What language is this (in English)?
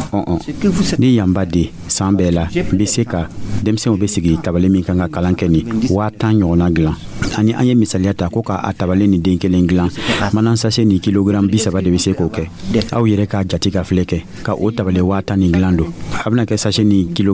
Dyula